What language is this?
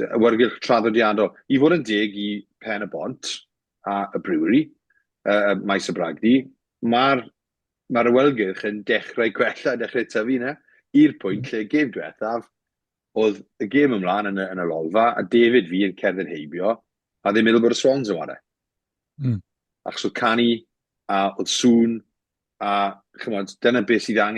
Welsh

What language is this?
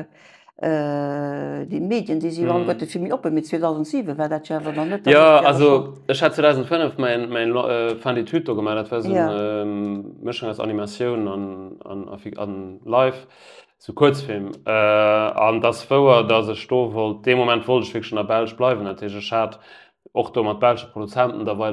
Luxembourgish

